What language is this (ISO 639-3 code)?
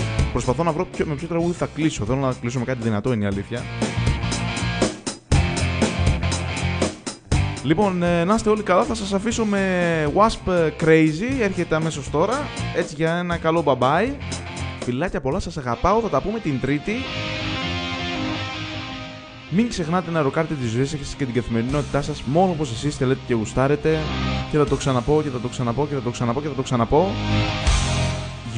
ell